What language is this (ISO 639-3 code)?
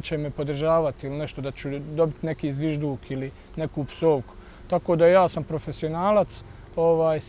bos